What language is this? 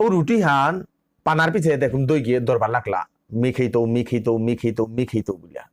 Bishnupriya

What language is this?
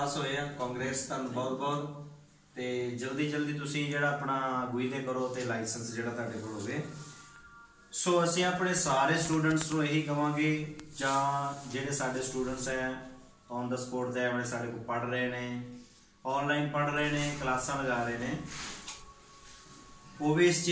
Punjabi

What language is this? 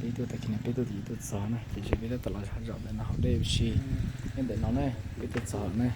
Hmong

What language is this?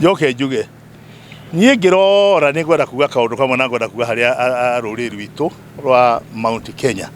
Kikuyu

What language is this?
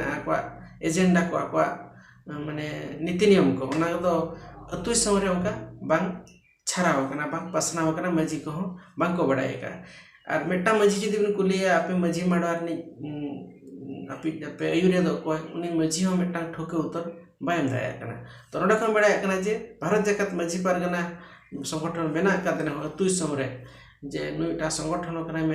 Santali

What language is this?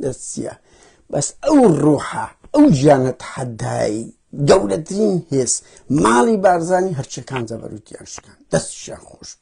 Central Kurdish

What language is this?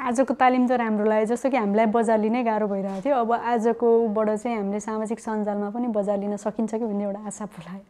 Nepali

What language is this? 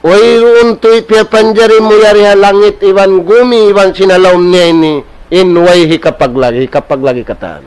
Tausug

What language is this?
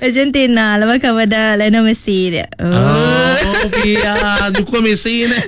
Iban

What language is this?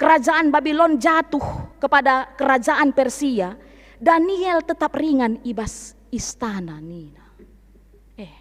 Batak Karo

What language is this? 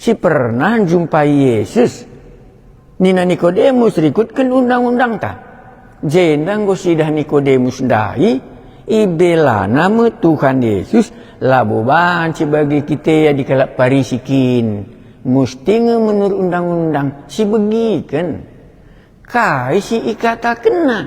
Batak Karo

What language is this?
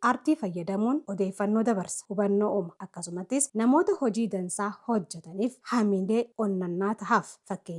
Oromo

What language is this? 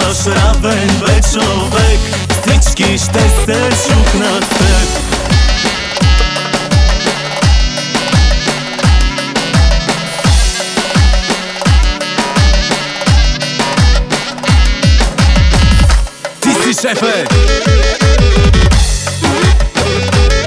Bulgarian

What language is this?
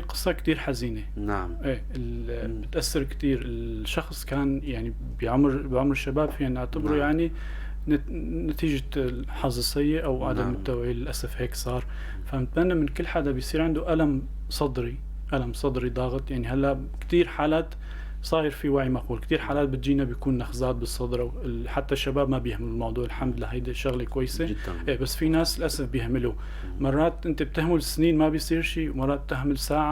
North Levantine Arabic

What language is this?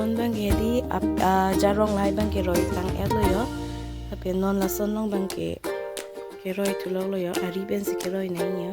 Karbi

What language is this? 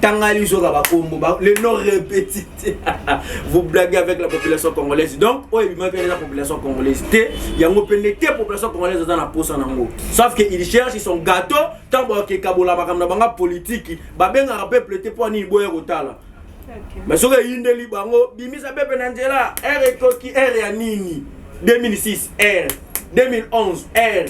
Lingala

